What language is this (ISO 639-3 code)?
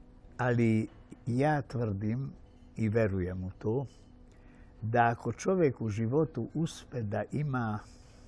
srp